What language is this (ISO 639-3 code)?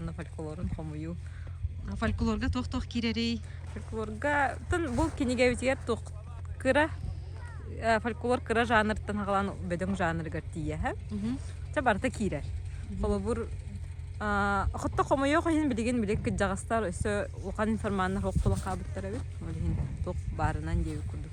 sah